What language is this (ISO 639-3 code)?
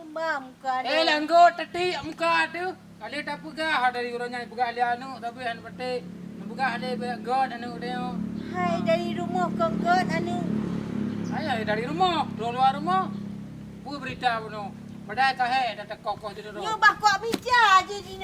ace